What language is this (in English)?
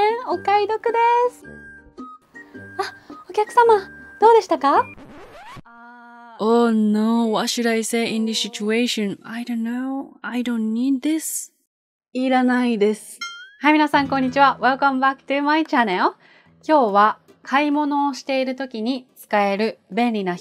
Japanese